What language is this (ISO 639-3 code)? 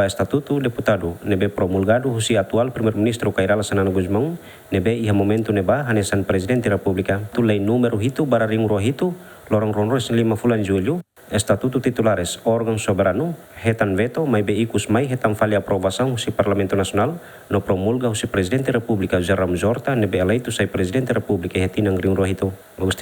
tet